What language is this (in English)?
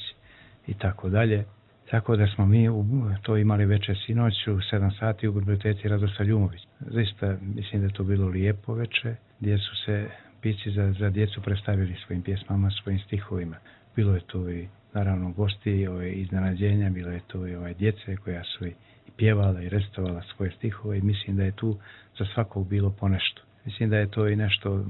Serbian